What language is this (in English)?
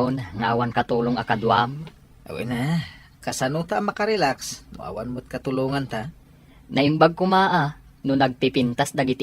Iloko